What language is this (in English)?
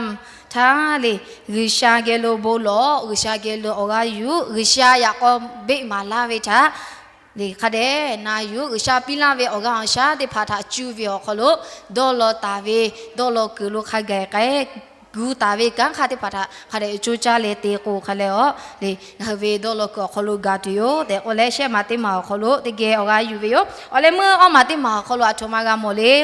Lahu